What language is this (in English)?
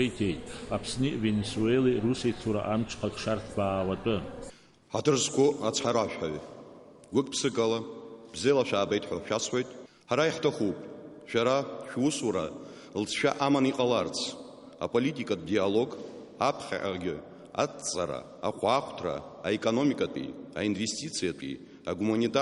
Abkhazian